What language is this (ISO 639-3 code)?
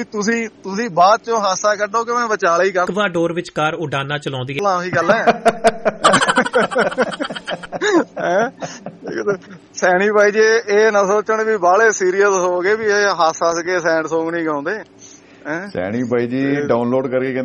pan